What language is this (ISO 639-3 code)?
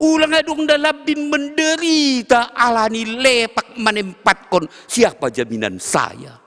bts